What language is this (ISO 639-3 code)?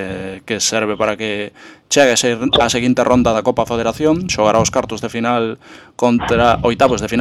glg